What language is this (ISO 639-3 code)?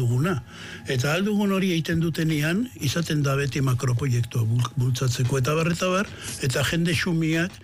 eus